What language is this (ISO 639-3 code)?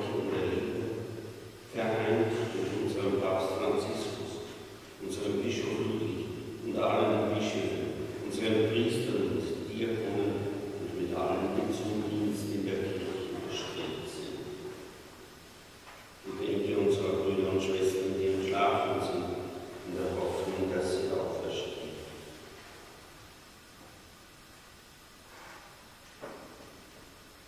deu